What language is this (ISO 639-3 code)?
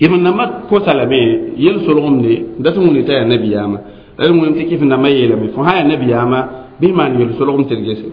mos